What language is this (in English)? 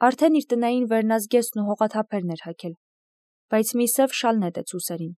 Armenian